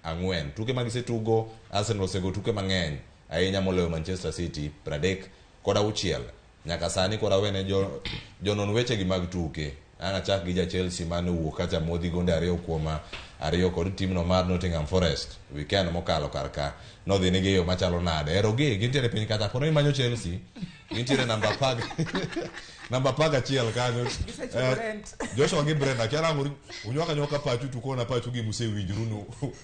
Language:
Luo (Kenya and Tanzania)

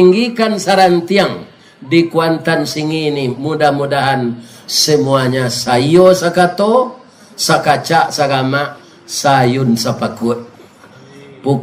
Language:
Minangkabau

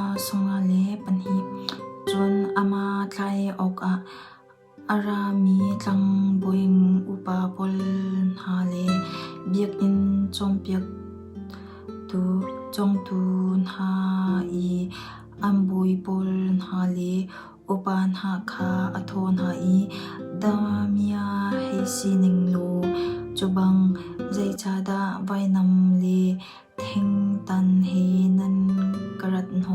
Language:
Hakha Chin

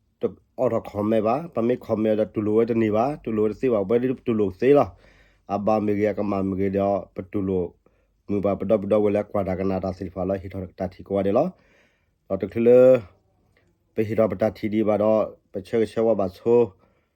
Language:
S'gaw Karen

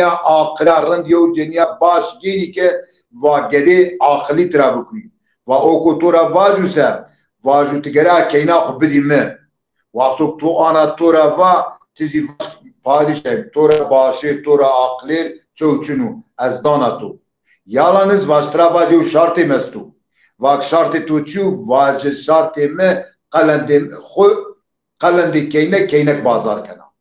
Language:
Zaza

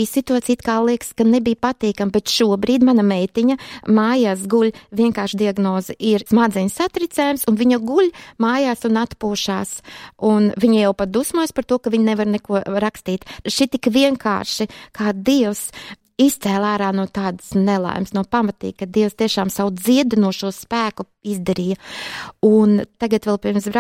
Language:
Latvian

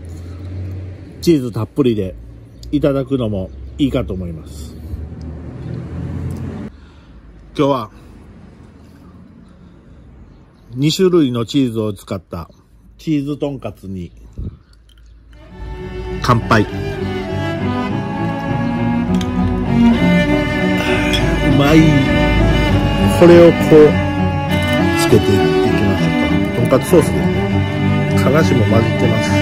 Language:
Japanese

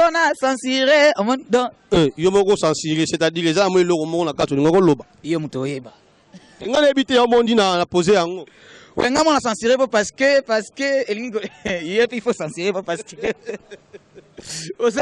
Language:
Lingala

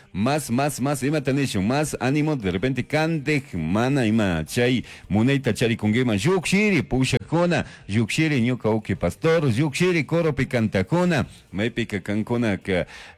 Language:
Chimborazo Highland Quichua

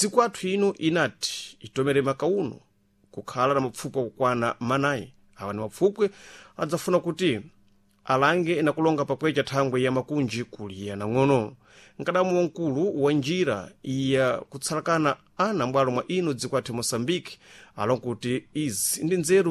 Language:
Sena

